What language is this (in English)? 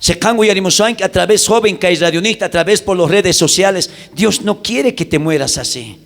South Bolivian Quechua